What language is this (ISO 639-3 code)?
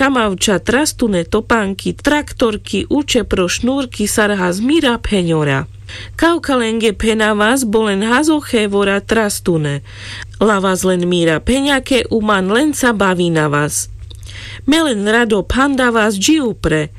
rmc